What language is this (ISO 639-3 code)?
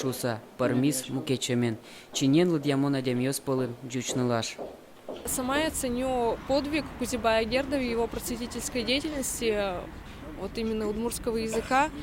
udm